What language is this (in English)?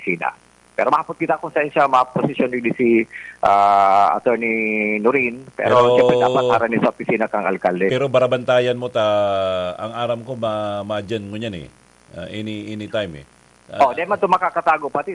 Bikol